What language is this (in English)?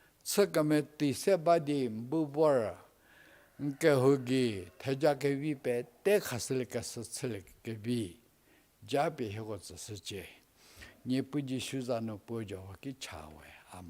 Angami Naga